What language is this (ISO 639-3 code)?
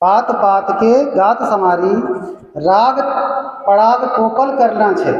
anp